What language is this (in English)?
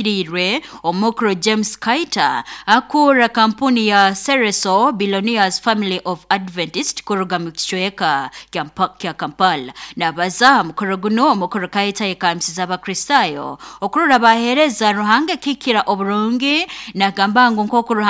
Nyoro